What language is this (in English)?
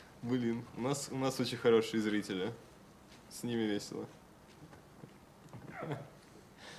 Russian